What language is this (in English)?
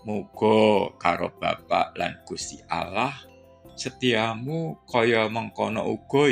Javanese